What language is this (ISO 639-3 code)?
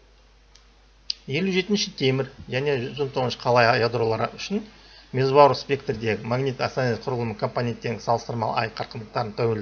kaz